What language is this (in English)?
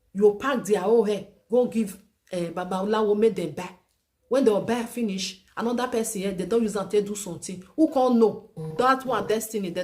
Nigerian Pidgin